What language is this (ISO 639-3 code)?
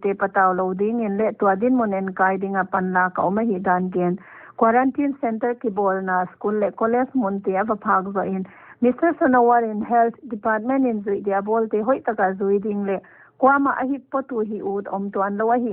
pck